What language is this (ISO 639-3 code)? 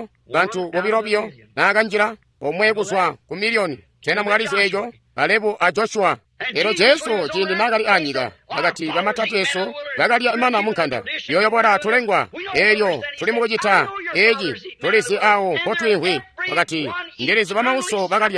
toi